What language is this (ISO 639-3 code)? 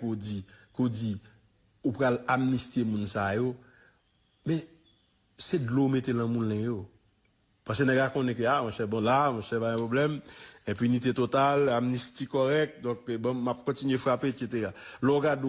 hat